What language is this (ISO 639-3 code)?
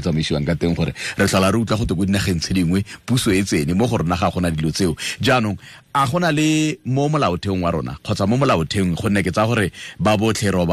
tsn